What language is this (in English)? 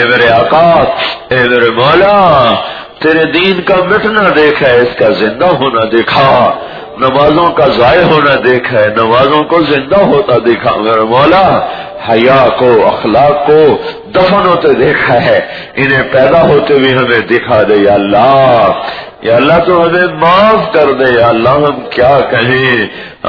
Urdu